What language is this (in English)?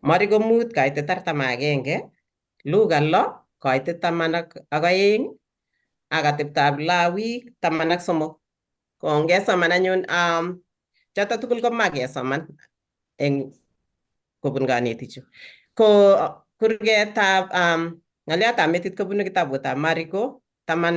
Kalenjin